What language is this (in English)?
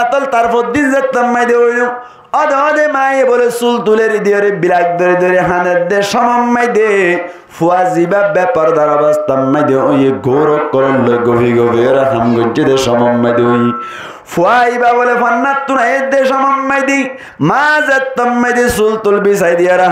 Rohingya